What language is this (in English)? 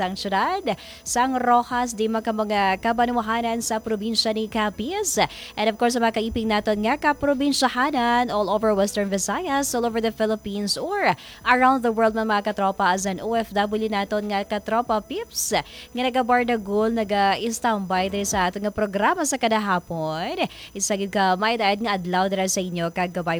Hiligaynon